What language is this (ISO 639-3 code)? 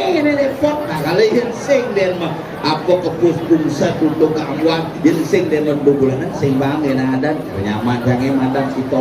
ban